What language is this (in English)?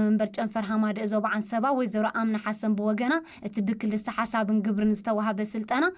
Tigrinya